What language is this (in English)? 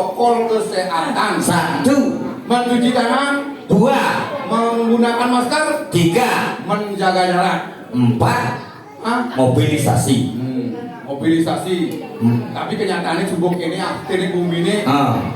Balinese